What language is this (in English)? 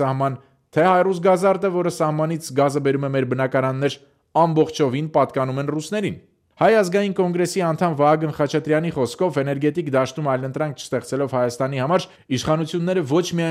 Armenian